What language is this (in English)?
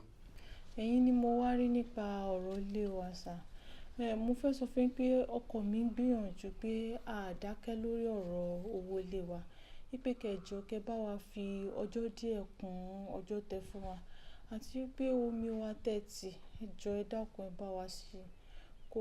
Yoruba